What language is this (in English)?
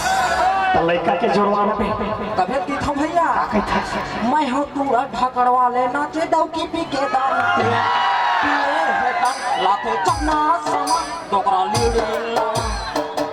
Chhattisgarhi